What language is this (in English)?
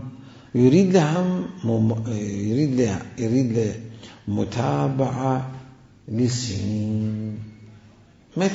Mesopotamian Arabic